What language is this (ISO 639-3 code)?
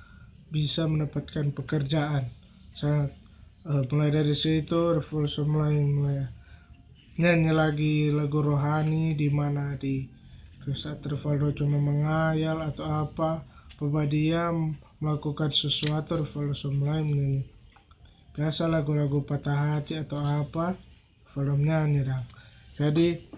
xmm